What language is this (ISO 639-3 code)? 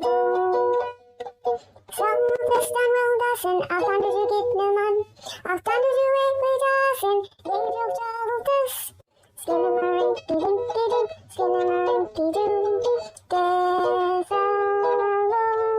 mic